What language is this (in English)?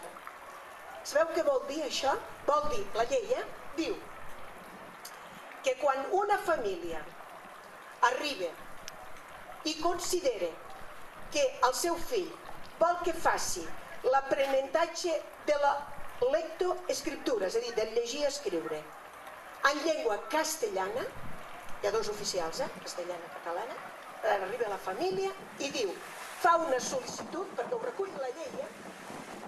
Catalan